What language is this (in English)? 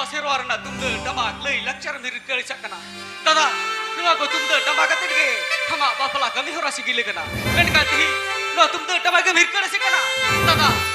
Santali